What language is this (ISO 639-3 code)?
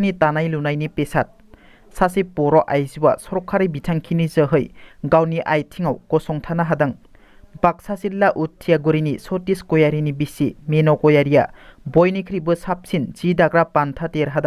brx